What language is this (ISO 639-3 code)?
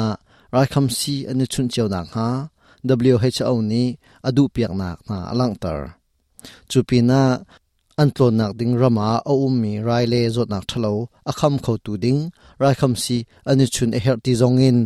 cnh